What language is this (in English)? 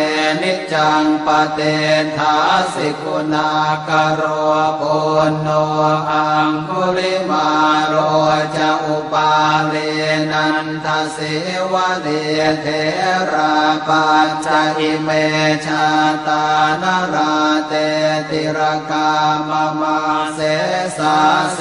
Pali